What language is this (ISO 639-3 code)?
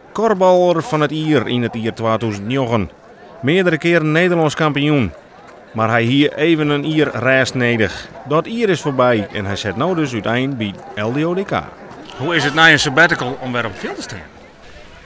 fry